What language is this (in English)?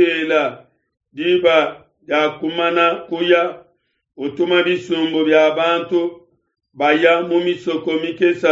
Luba-Lulua